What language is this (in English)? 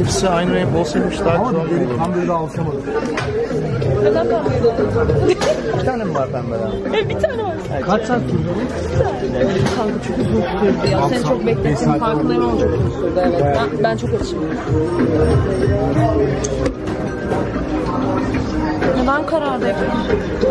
Turkish